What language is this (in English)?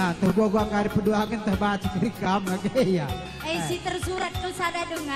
Batak Karo